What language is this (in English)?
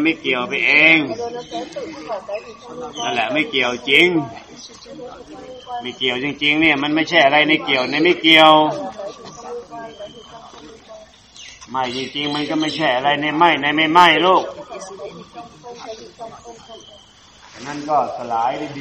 Thai